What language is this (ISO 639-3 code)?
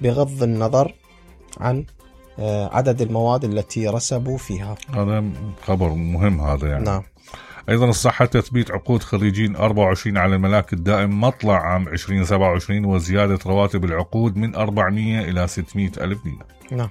acm